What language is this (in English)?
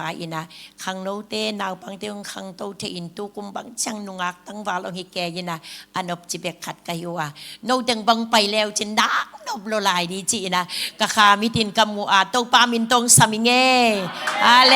Tedim Chin